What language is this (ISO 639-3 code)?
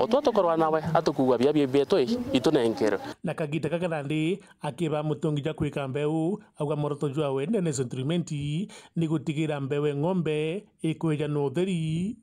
mer